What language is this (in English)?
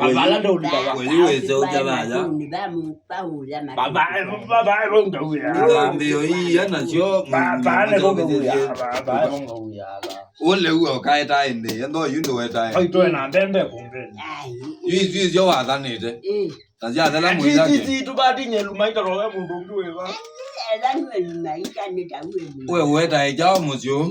Kamba